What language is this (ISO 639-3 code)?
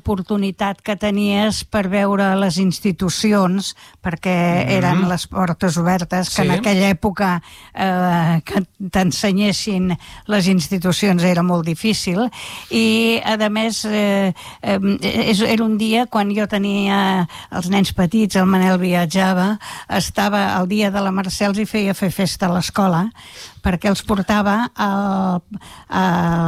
cat